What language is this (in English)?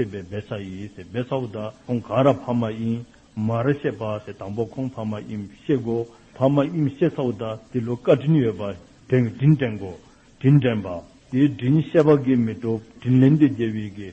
Dzongkha